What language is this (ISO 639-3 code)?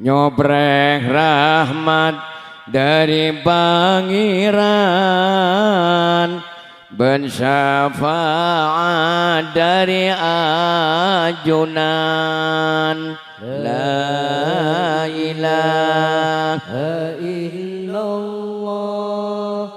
mad